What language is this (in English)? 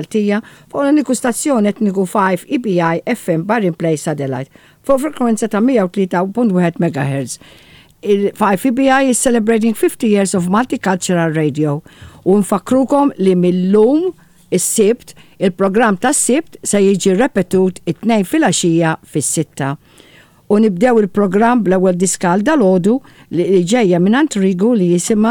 Maltese